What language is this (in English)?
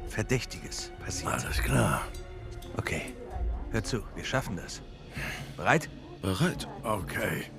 Bavarian